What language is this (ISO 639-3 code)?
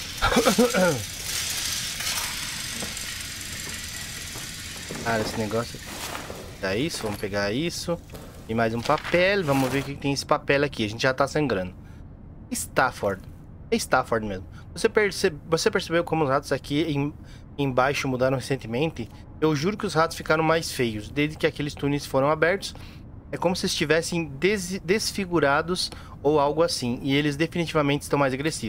por